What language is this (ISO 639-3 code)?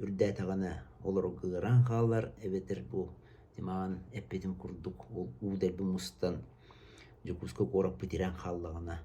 sah